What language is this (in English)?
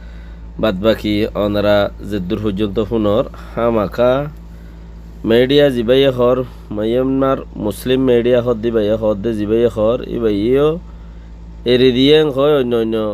Rohingya